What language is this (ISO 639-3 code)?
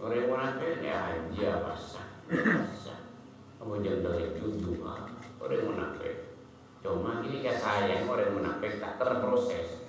mad